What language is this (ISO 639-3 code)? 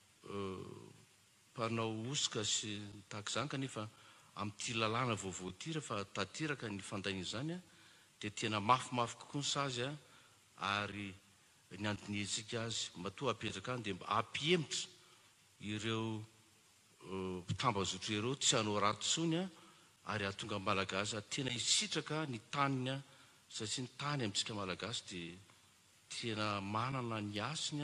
mlg